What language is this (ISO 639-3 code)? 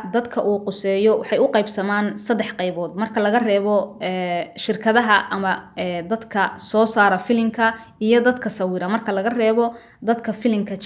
som